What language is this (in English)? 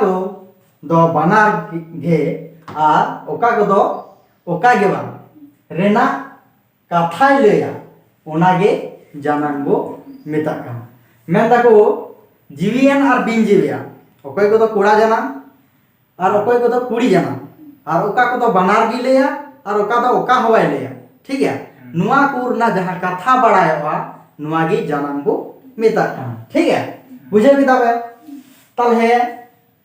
Santali